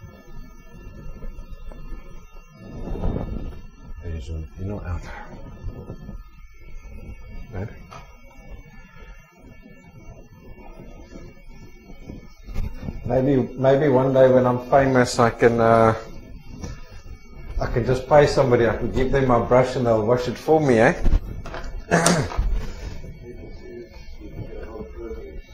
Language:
English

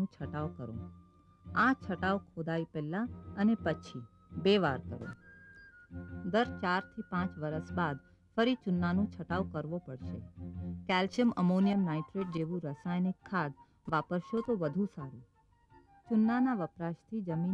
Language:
Gujarati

